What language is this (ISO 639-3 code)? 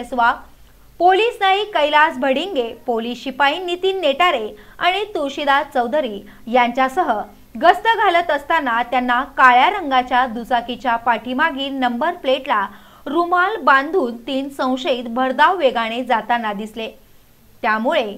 mar